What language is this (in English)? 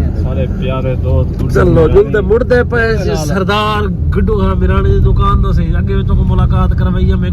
Saraiki